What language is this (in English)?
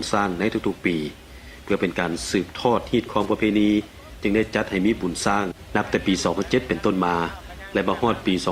Lao